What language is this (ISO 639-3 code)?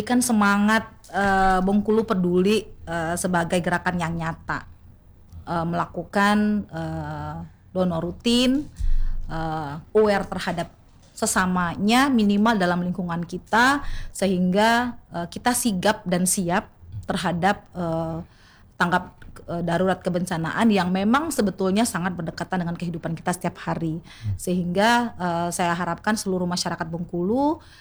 ind